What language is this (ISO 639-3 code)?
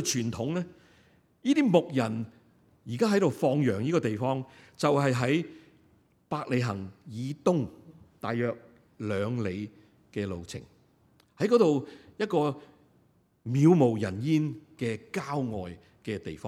yue